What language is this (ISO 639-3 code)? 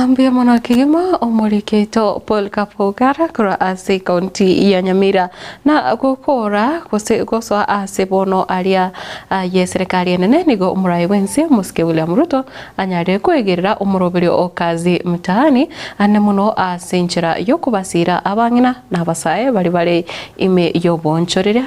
guz